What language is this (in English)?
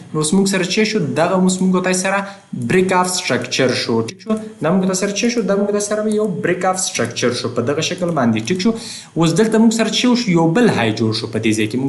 Pashto